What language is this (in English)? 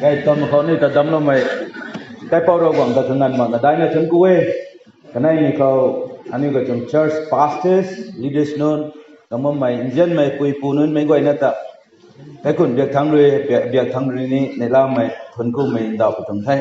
Rongmei Naga